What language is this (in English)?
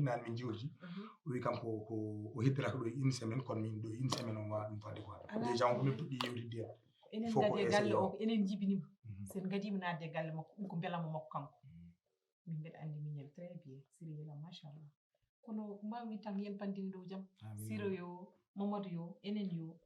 Fula